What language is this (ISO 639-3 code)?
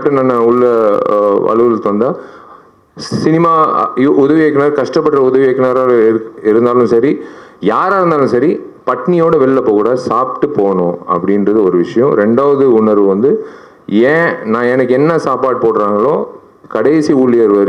tam